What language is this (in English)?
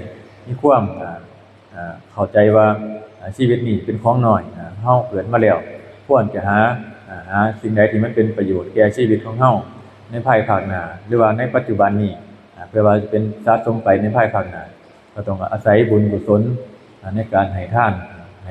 Lao